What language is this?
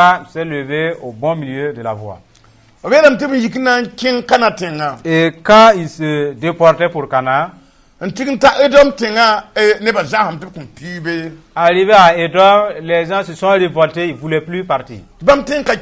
Mossi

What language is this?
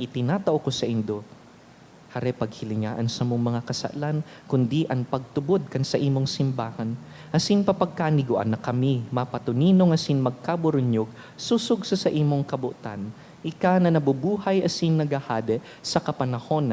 Bikol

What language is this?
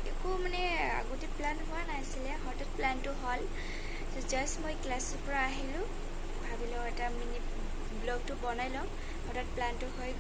Assamese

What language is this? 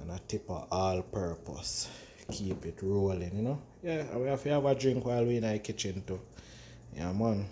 Jamaican Creole English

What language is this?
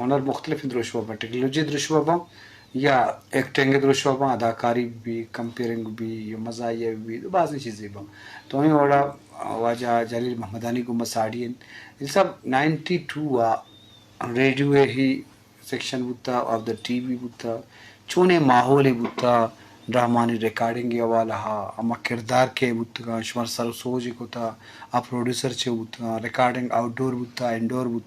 Eastern Balochi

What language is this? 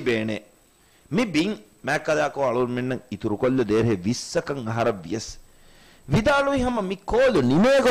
Divehi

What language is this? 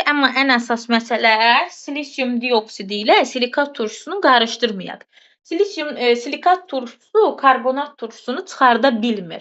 Azerbaijani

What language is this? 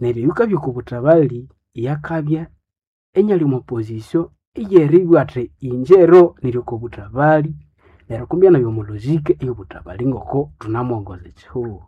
Nande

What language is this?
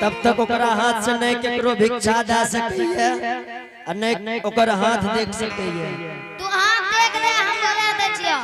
Angika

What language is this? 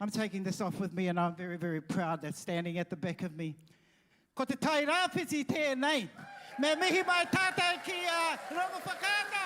Māori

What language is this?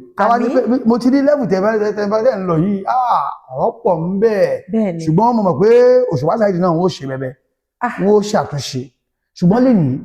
Yoruba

